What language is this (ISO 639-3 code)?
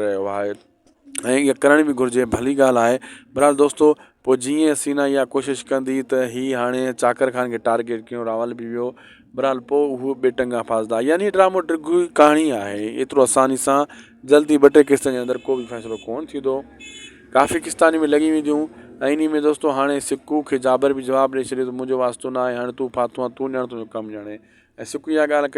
snd